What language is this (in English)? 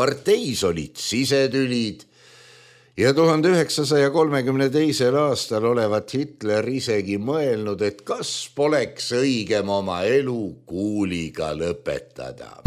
Estonian